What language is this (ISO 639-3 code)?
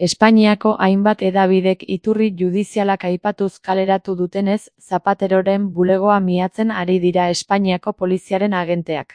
eus